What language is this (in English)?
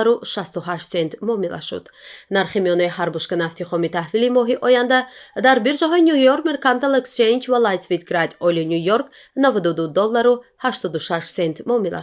Tajik